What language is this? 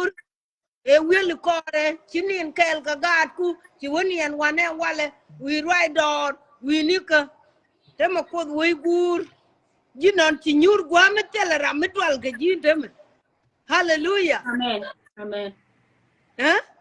Nuer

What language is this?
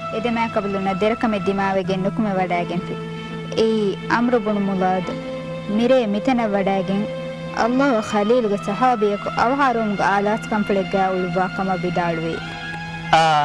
Divehi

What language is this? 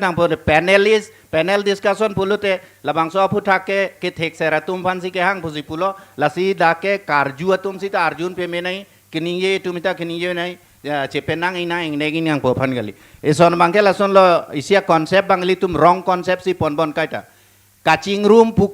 Karbi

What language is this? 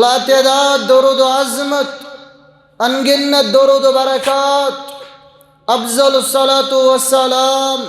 Kashmiri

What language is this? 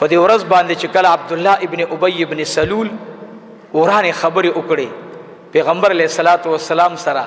Pashto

